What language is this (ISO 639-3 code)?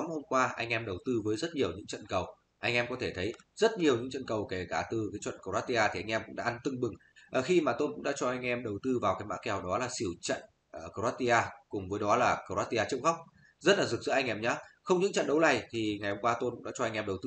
vie